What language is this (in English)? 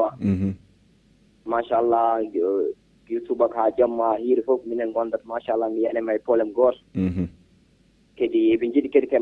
Fula